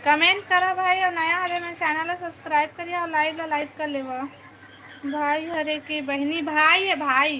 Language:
Chhattisgarhi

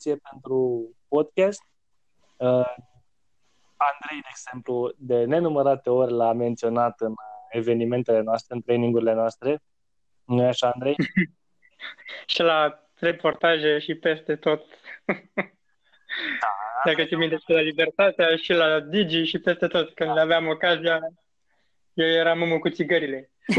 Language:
Romanian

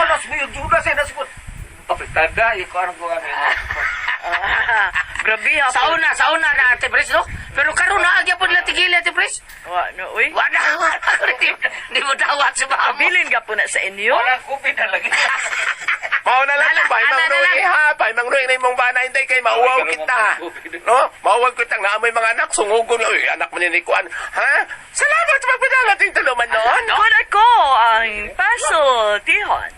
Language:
Cebuano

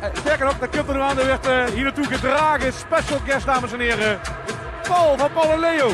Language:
Limburgish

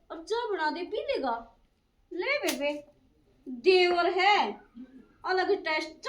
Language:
Haryanvi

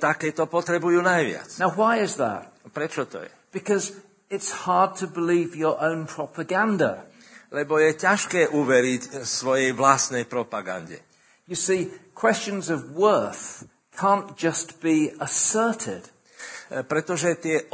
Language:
Slovak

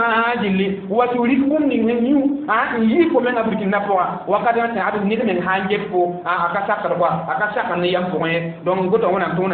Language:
Mossi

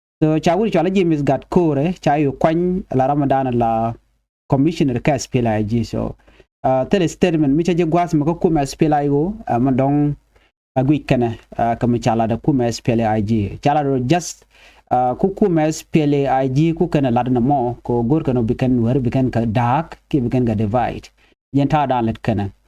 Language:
Nuer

